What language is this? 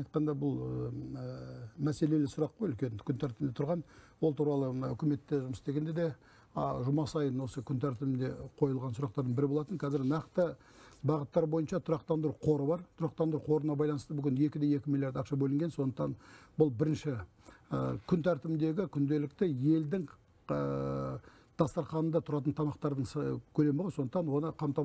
Kazakh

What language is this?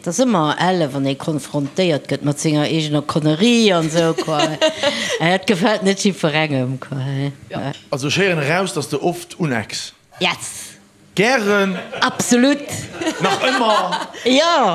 Luxembourgish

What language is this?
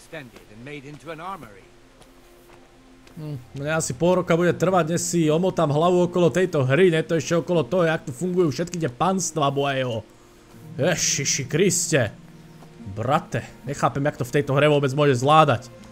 Slovak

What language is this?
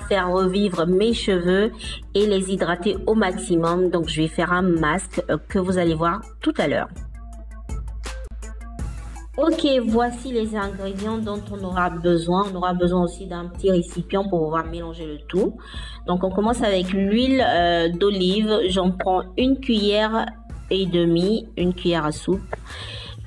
French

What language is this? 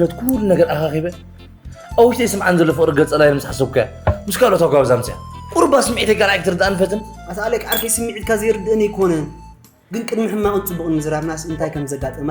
Tigrinya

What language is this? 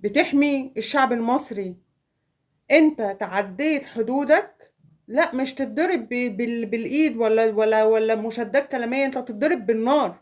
Egyptian Arabic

